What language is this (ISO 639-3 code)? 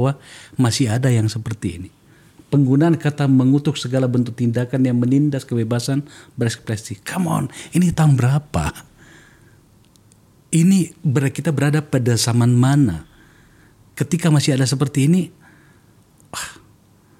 ind